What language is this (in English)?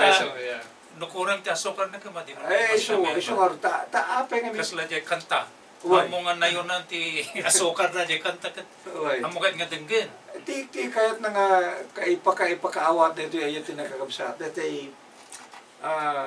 Iloko